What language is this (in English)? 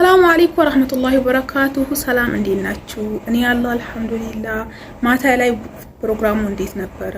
Amharic